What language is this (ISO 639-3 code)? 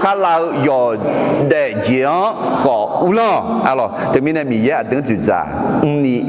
ahk